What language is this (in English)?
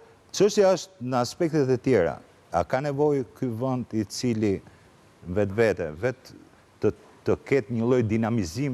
Albanian